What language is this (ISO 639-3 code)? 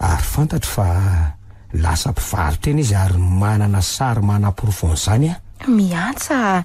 mlg